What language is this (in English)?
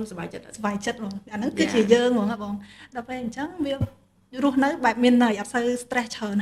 Khmer